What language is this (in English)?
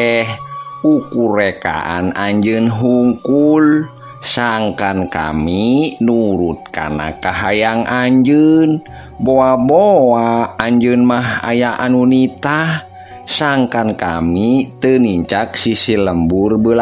Sundanese